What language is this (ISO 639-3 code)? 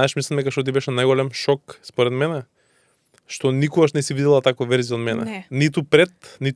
mkd